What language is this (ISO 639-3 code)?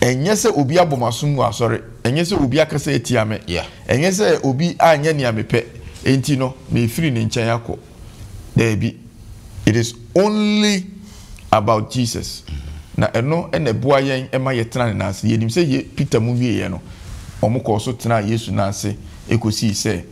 aka